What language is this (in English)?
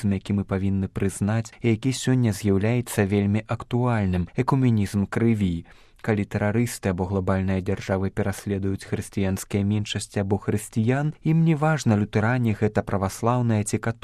Belarusian